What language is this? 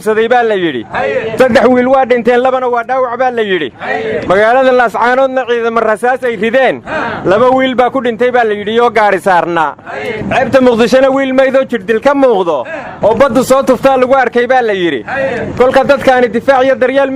Somali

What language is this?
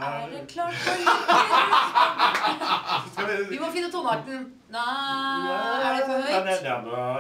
Norwegian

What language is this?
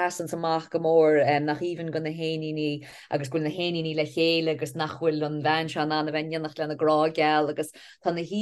Irish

